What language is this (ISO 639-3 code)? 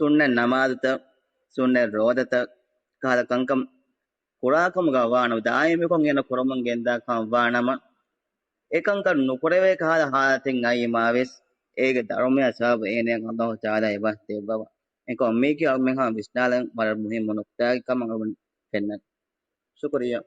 div